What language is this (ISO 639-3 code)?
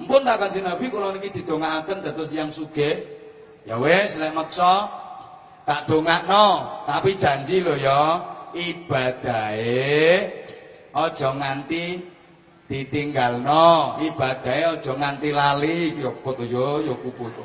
jav